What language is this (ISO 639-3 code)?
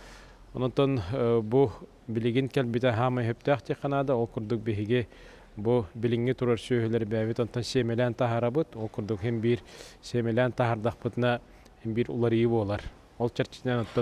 sah